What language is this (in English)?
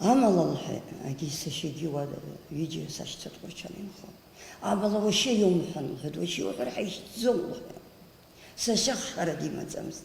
Abkhazian